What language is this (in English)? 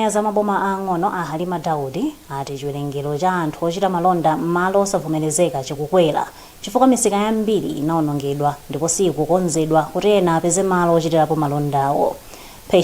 Nyanja